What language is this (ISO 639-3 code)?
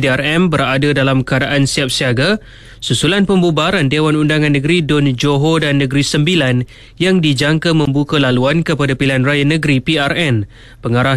msa